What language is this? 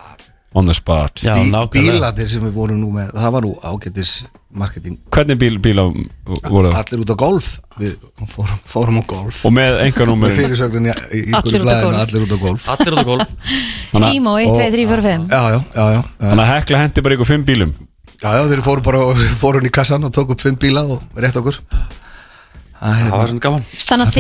Icelandic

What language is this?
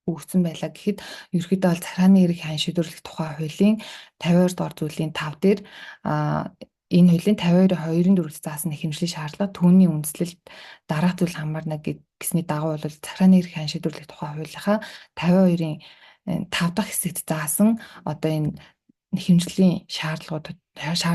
Mongolian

